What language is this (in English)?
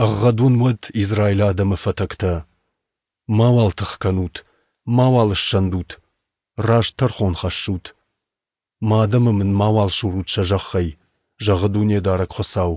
Ossetic